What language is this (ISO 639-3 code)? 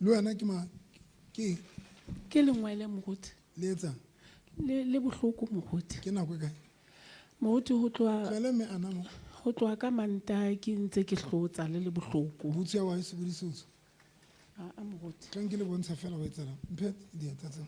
sot